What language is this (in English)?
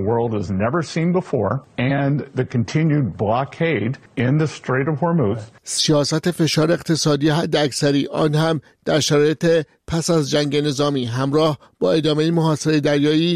Persian